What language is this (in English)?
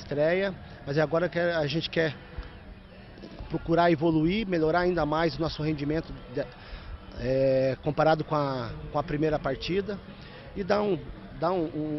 Portuguese